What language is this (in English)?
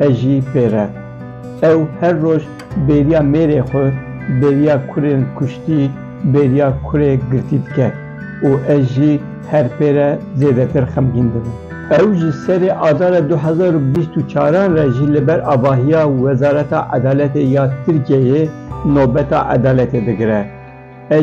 Kurdish